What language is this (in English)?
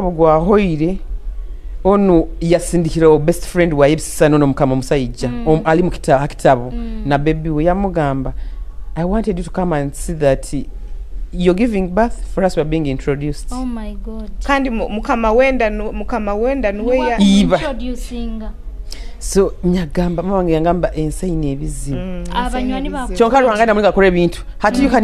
Nyoro